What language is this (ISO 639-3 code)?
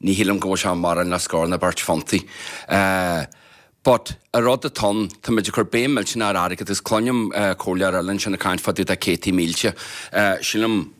gle